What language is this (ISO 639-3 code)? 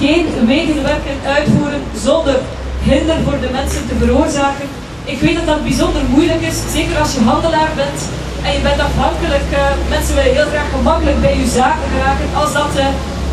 nld